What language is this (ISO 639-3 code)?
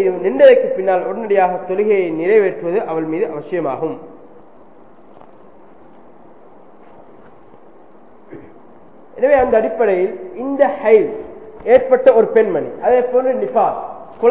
tam